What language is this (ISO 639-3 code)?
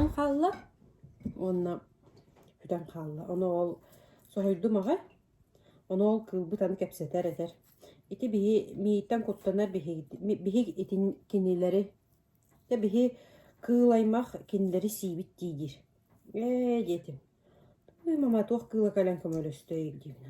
sah